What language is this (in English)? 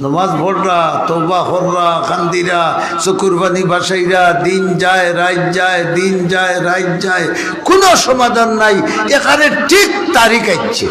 Sylheti